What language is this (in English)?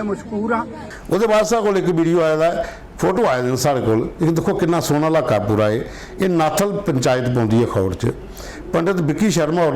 Dogri